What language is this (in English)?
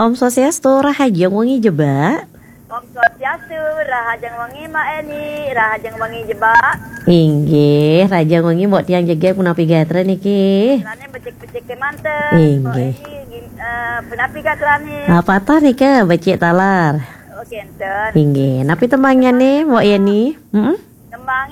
Balinese